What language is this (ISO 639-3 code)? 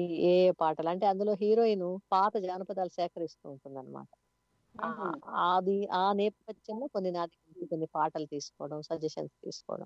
tel